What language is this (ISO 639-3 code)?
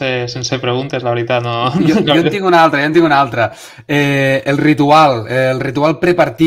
cat